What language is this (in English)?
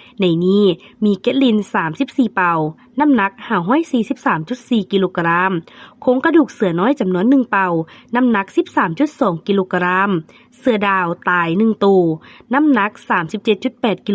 Lao